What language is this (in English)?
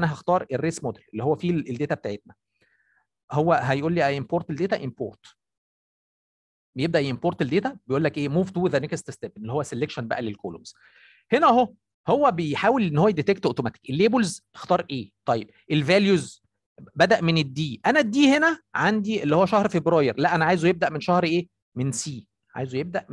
Egyptian Arabic